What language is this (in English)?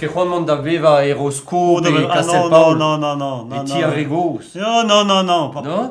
Breton